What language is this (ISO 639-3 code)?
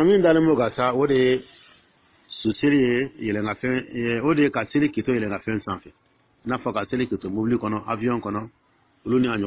dyu